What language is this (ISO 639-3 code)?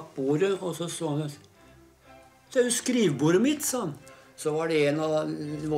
nor